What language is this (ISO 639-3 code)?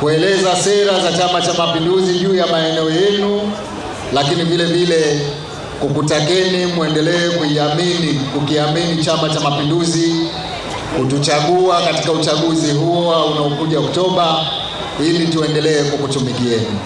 swa